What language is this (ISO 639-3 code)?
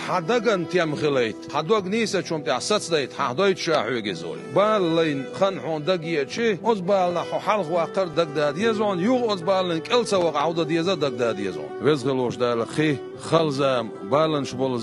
che